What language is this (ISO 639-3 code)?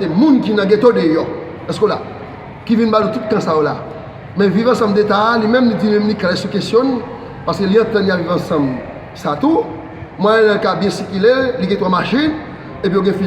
hat